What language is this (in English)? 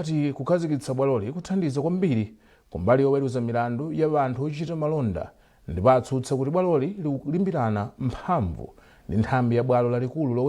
Nyanja